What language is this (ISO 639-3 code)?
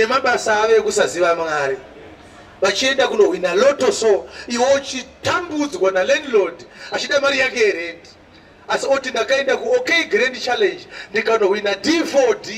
sna